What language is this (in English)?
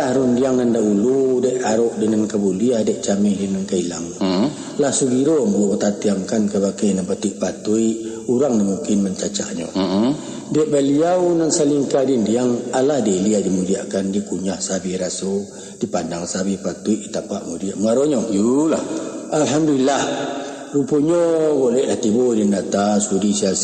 Minangkabau